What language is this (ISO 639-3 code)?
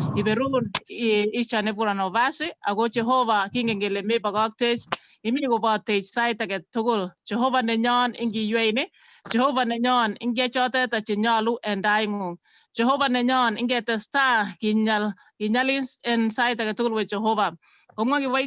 kln